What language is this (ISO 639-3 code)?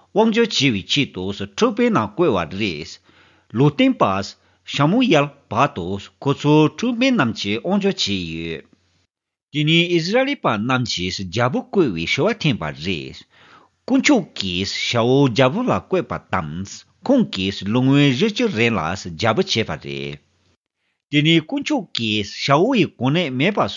bod